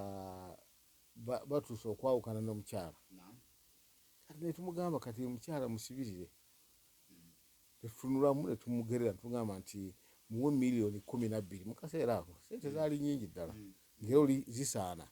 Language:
Ganda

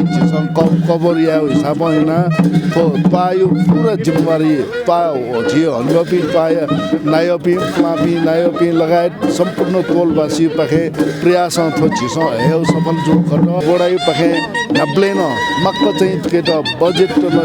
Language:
Newari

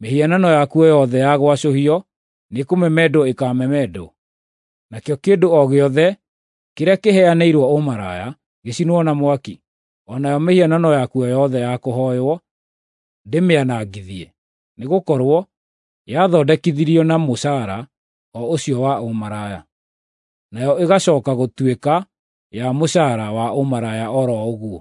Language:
Kikuyu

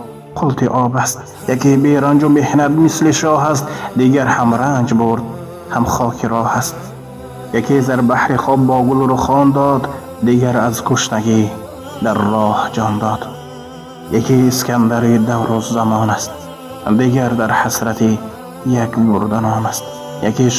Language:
Tajik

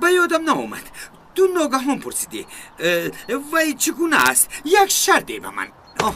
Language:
Tajik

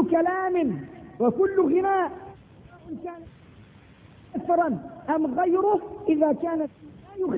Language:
Arabic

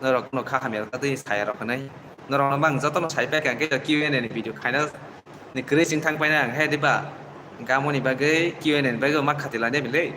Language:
Kok Borok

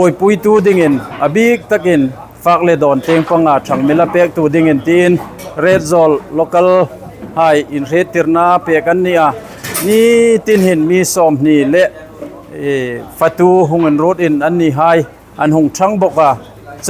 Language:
Hmar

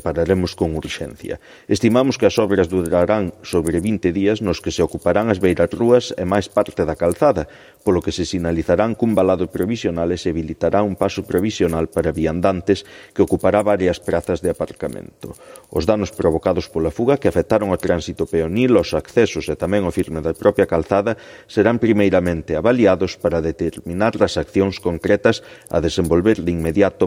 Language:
Galician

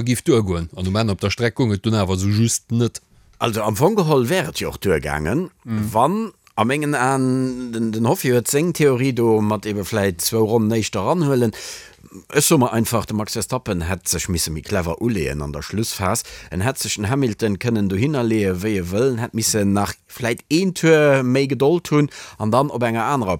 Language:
Luxembourgish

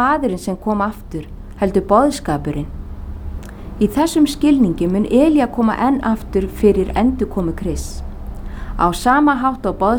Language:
Icelandic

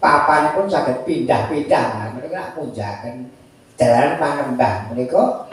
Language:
Javanese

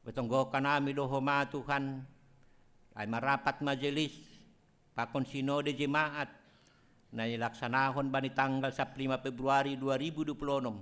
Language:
Batak Simalungun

